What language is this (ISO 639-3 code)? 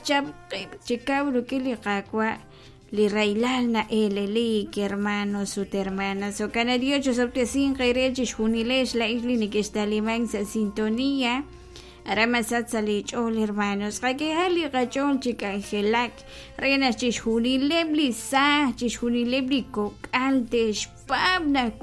kek